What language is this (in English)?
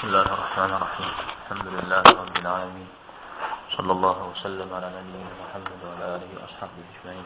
Kabardian